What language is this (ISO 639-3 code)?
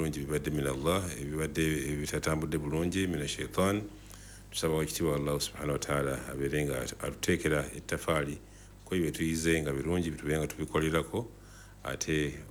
lug